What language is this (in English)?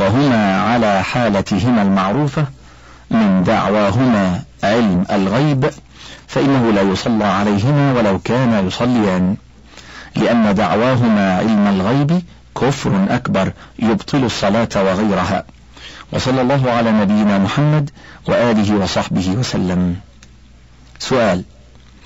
Arabic